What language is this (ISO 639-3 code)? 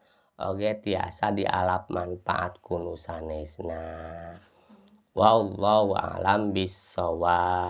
sun